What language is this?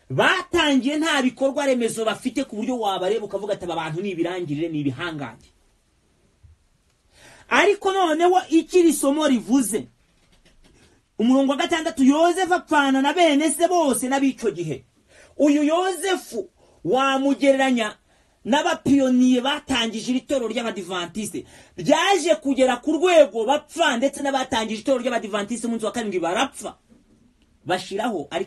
Kinyarwanda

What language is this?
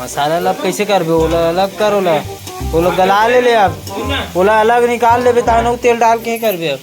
Chhattisgarhi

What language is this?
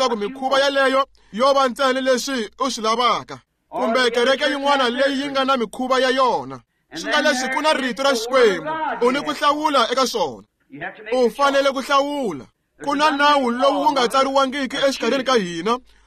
Tsonga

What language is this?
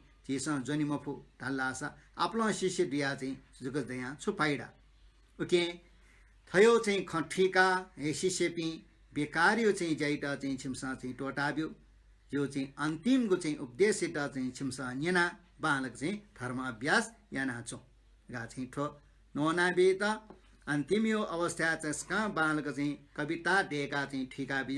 Newari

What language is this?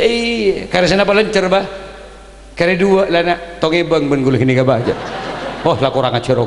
Madurese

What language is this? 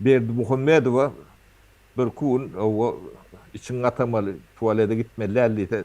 Turkmen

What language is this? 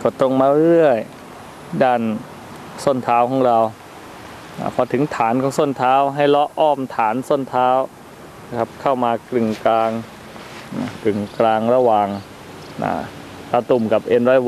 Thai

